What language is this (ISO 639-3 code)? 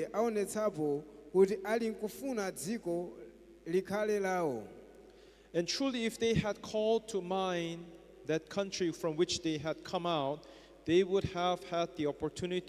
nya